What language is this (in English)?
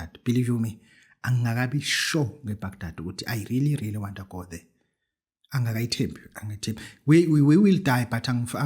Zulu